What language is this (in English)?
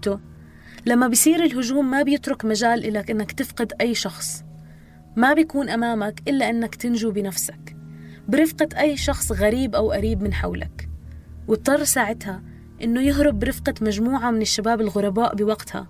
North Levantine Arabic